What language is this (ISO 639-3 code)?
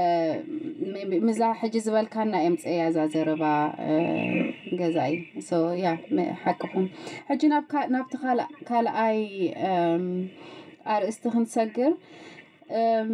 tir